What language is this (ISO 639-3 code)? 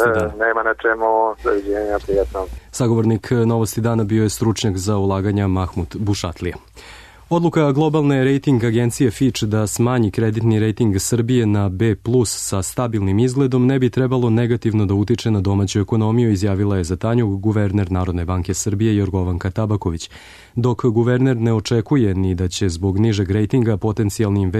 srp